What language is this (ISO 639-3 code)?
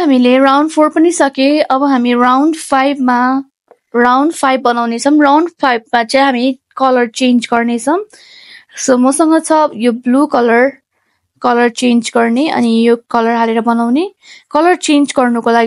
nep